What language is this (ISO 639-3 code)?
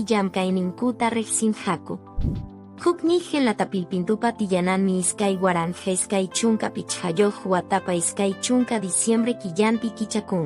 que